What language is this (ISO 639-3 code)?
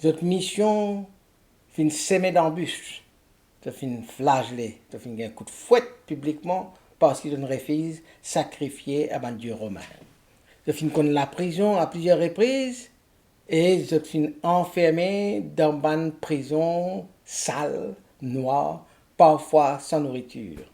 mfe